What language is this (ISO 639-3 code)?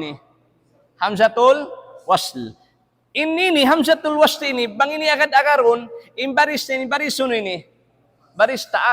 tsg